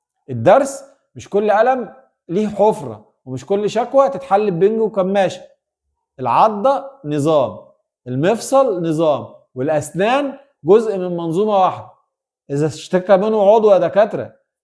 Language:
Egyptian Arabic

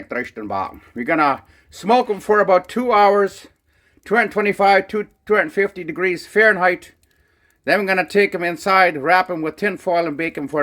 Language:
Plautdietsch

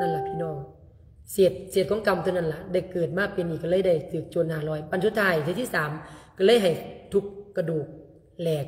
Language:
Lao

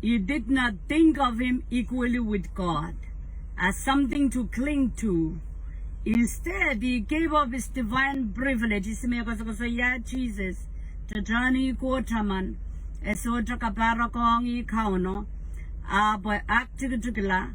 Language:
Pohnpeian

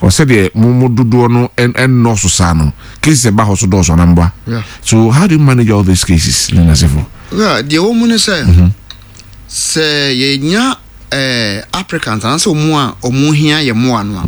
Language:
Akan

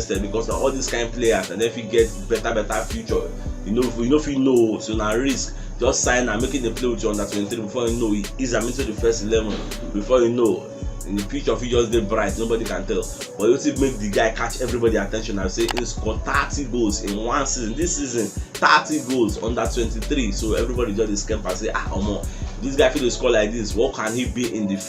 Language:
Nigerian Pidgin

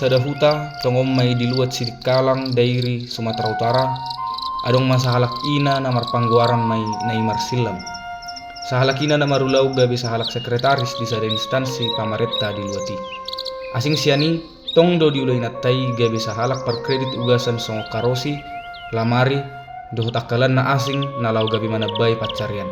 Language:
Batak Toba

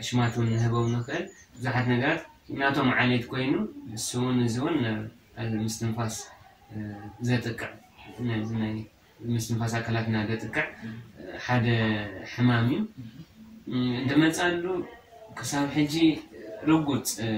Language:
Tigrinya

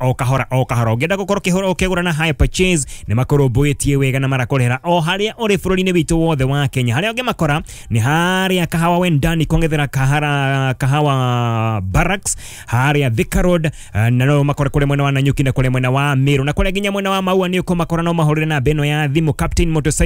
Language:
Kikuyu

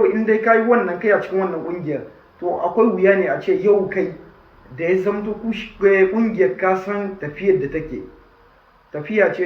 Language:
Hausa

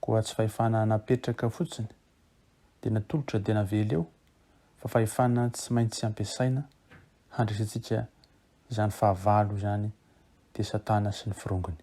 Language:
Malagasy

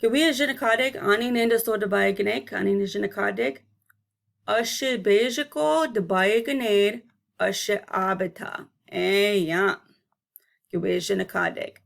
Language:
Chippewa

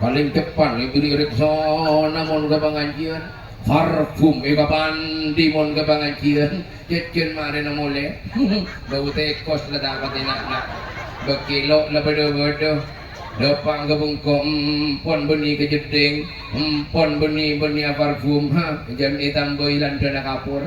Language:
Madurese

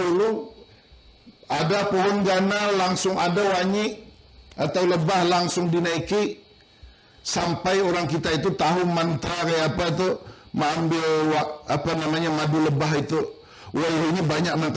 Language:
Banjar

